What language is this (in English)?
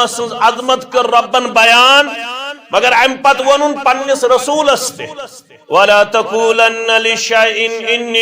Kashmiri